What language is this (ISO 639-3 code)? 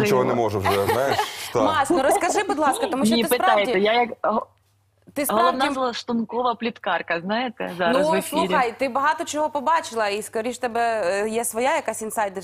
ukr